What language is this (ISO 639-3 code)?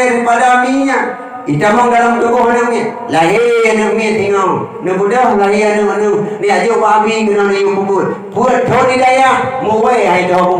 ace